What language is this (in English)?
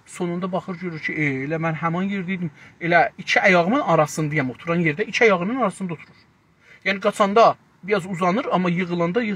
South Azerbaijani